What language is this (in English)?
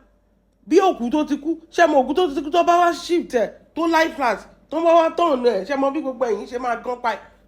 Yoruba